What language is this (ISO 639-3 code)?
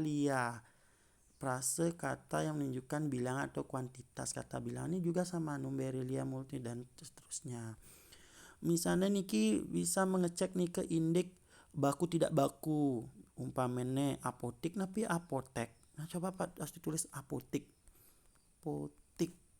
ban